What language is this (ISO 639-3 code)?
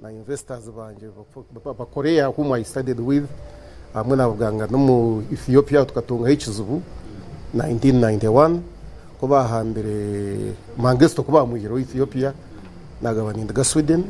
nyn